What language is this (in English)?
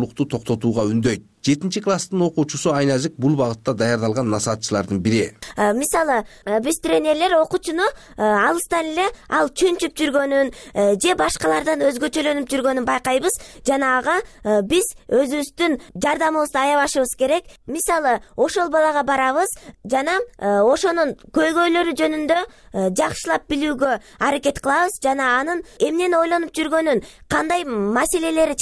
Kyrgyz